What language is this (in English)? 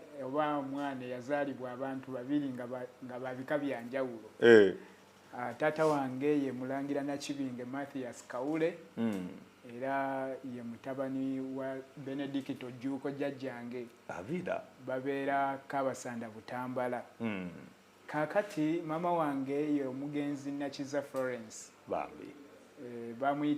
Ganda